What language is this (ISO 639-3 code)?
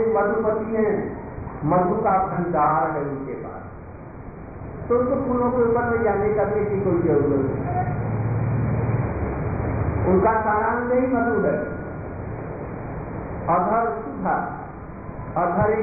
hin